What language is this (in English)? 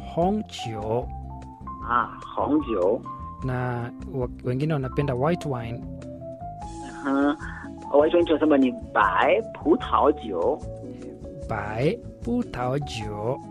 Swahili